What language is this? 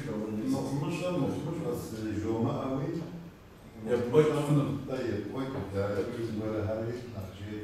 Kabardian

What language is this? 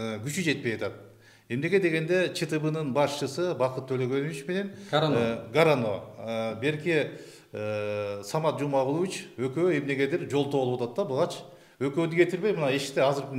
Kyrgyz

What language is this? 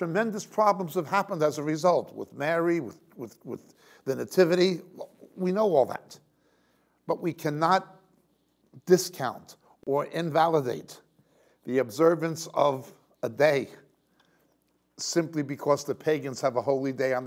English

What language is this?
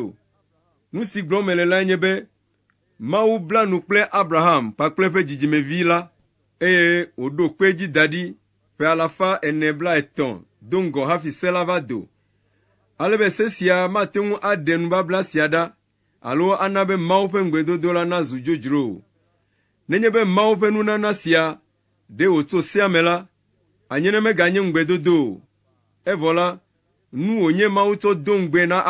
Ewe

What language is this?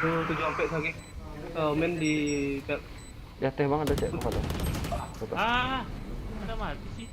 Minangkabau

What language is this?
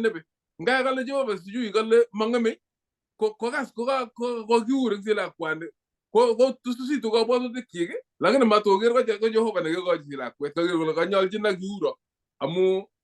Kalenjin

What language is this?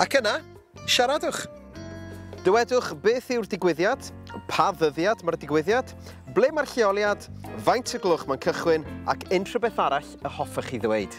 Welsh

